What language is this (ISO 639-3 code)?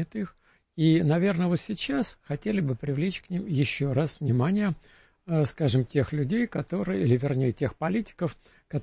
rus